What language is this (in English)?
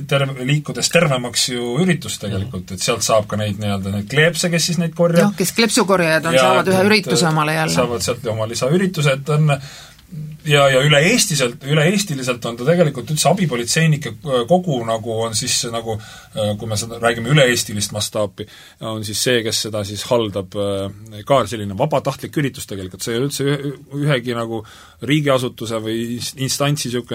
Estonian